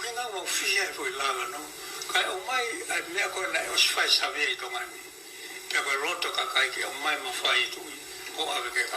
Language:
Tongan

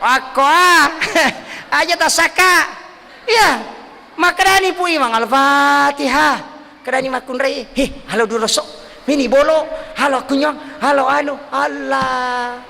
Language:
Buginese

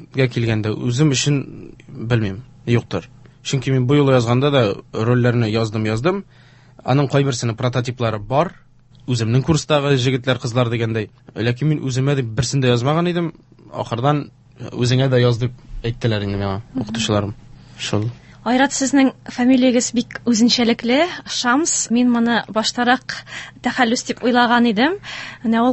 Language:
Tatar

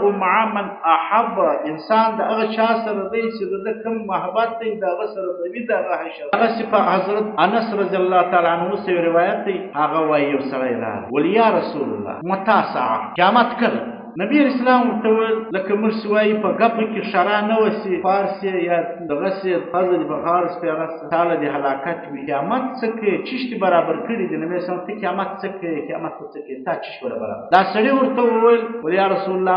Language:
Pashto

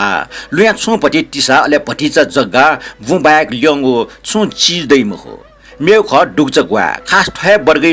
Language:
Newari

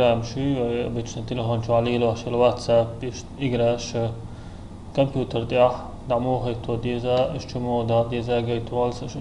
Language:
Chechen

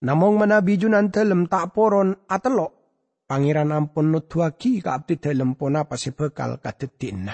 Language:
Madurese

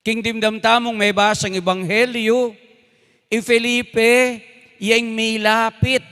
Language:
Pampanga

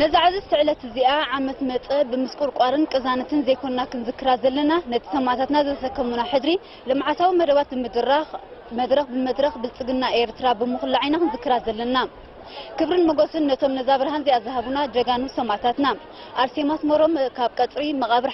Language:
Tigrinya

